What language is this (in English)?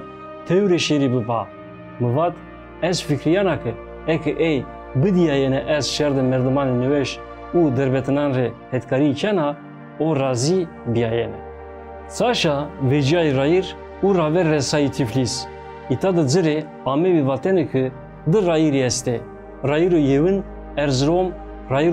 Zaza